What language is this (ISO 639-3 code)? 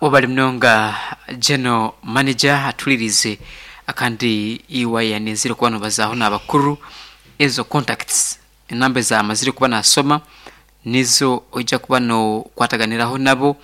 nyn